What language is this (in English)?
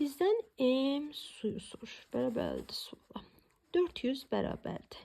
Azerbaijani